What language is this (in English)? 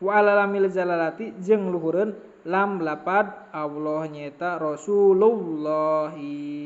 Sundanese